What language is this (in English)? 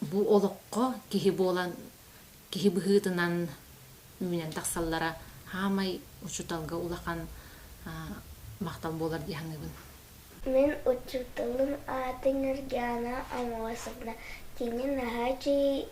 Yakut